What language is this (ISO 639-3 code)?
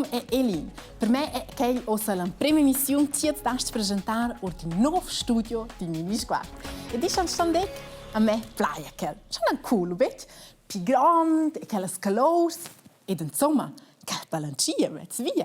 roh